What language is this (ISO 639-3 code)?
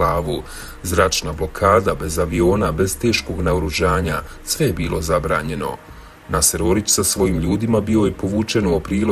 bos